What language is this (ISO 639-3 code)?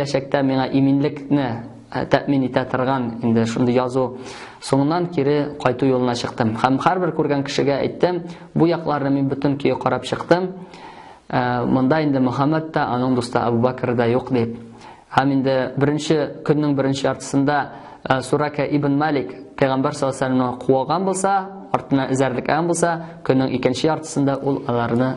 tat